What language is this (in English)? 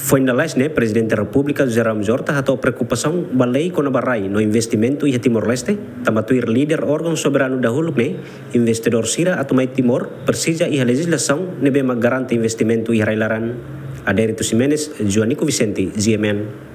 Tetum